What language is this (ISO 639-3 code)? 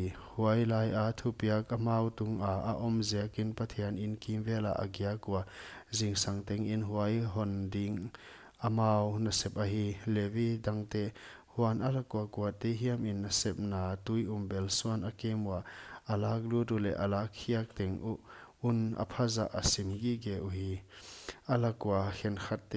pck